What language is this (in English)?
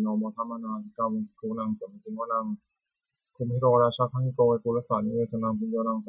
Pali